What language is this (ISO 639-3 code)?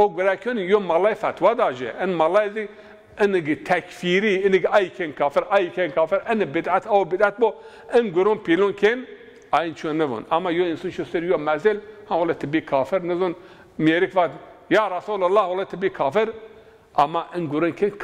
zza